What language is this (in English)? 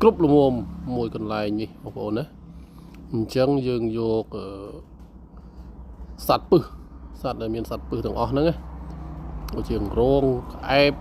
Khmer